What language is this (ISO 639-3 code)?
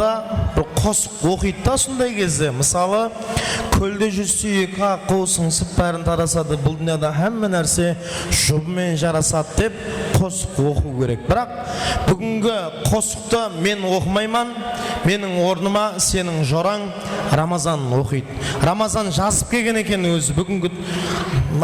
kaa